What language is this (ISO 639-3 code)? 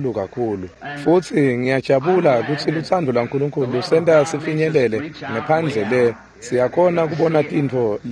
ssw